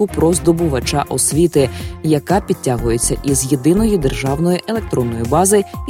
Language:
Ukrainian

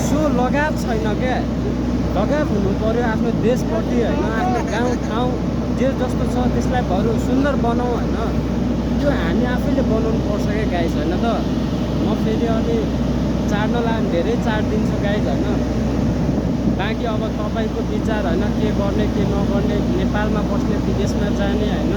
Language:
Nepali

